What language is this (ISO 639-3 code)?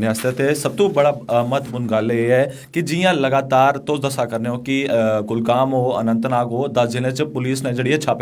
doi